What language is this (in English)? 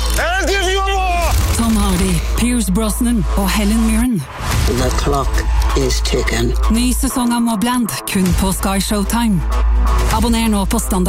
Norwegian